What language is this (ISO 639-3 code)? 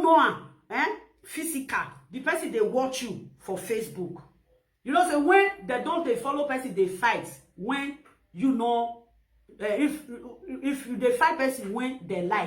pcm